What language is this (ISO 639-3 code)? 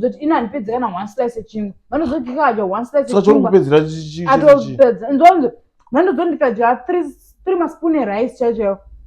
sna